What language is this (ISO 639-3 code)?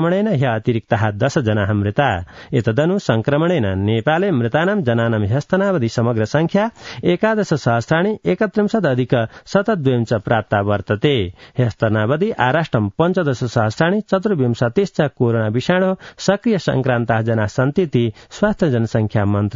san